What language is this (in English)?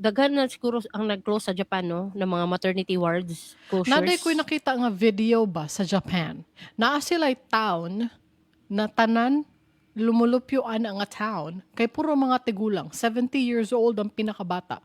Cebuano